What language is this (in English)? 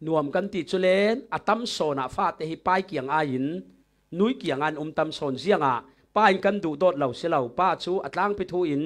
Falam Chin